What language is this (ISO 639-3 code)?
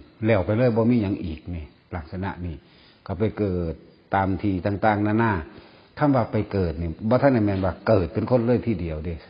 tts